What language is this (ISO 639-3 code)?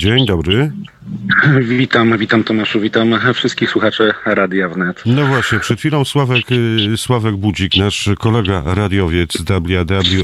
pol